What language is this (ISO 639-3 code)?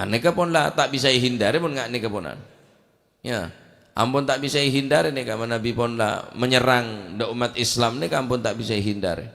mad